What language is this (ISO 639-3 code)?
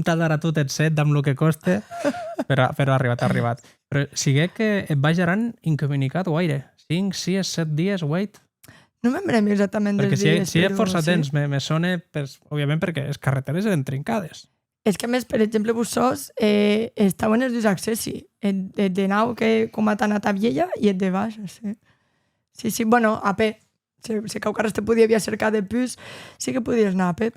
oci